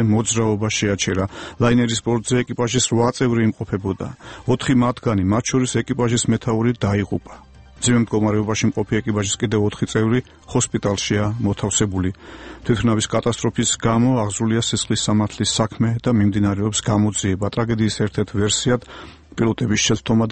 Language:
Georgian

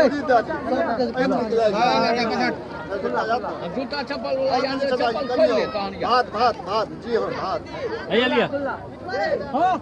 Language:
Maithili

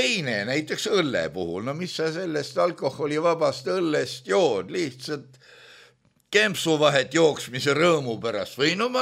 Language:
Estonian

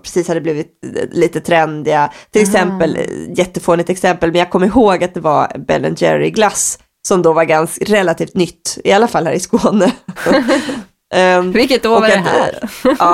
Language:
Swedish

